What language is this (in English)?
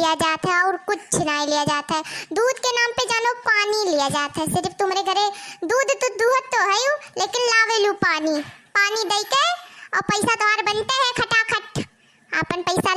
Awadhi